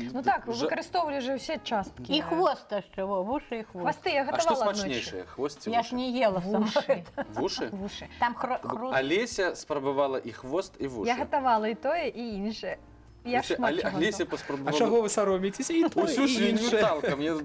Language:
Belarusian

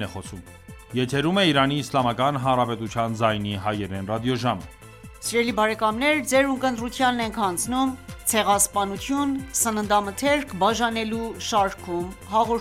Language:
Armenian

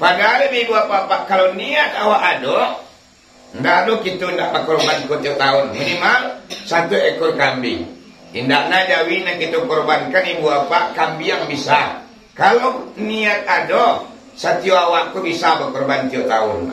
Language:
Minangkabau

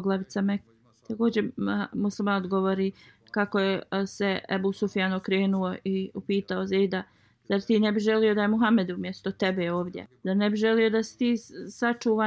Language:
Bosnian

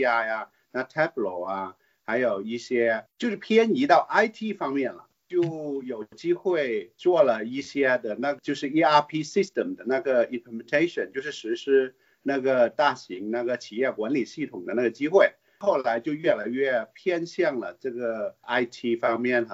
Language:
Chinese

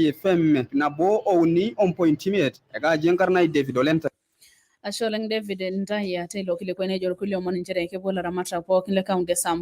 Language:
Masai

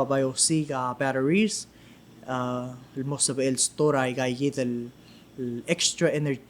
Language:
Palauan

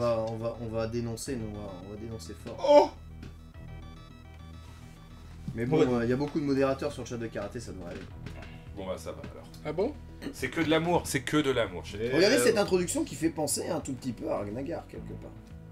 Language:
French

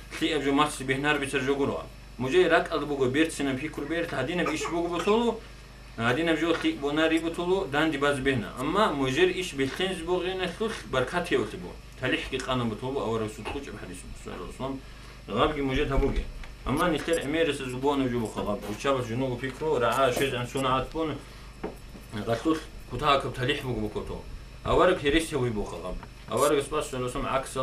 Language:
Avaric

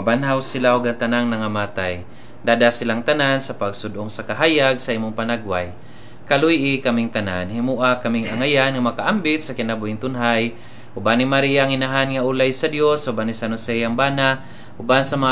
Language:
Cebuano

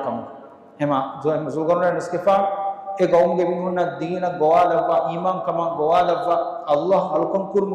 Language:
Divehi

